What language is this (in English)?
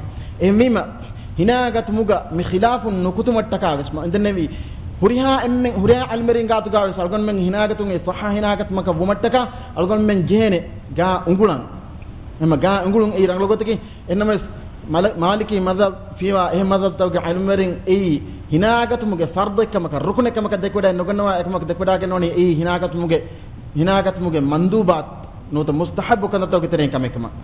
Divehi